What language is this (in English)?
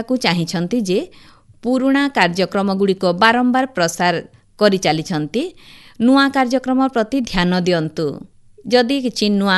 Odia